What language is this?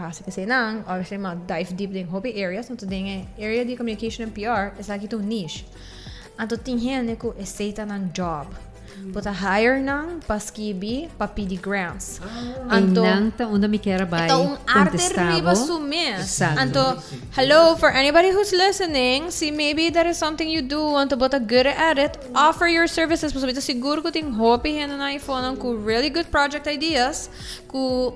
Papiamento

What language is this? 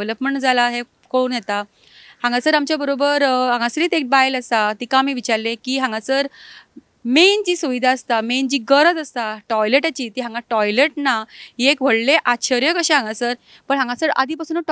Konkani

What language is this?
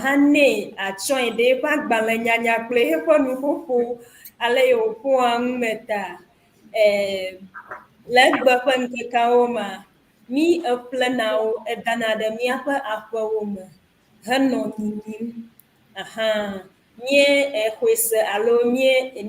Ewe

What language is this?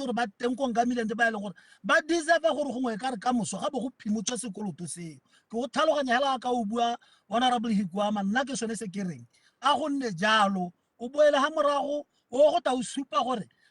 Tswana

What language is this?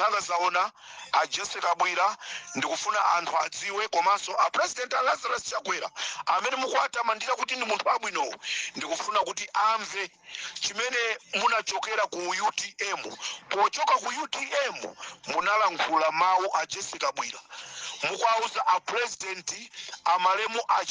Nyanja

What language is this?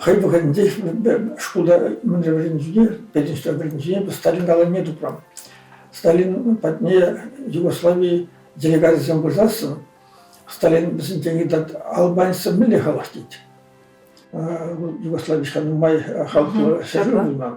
Chuvash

